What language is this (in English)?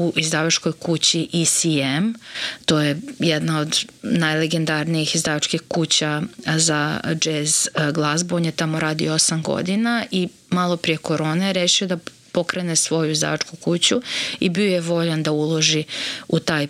Serbian